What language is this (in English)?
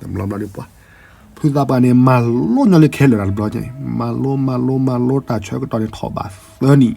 S'gaw Karen